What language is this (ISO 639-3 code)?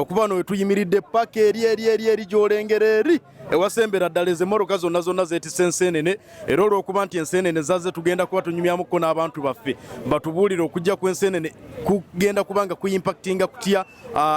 lug